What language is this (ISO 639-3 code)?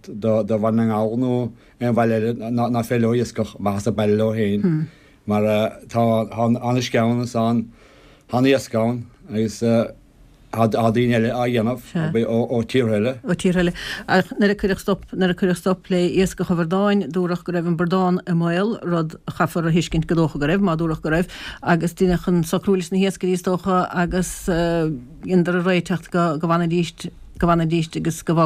gle